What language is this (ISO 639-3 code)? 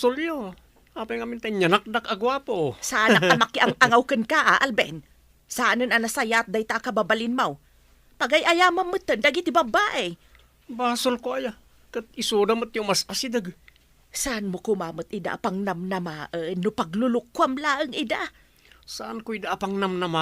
ilo